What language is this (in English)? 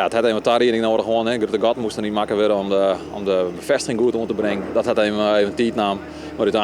Western Frisian